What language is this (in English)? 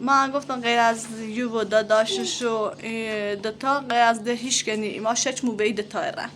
Persian